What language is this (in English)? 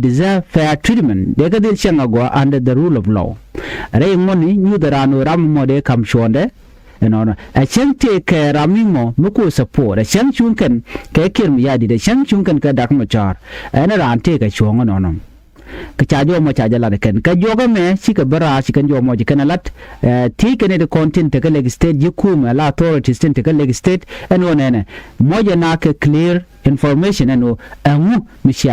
Nuer